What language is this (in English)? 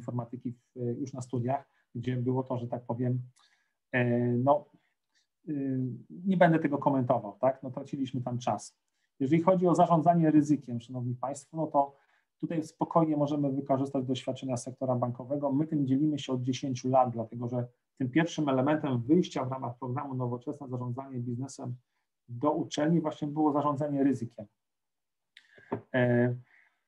Polish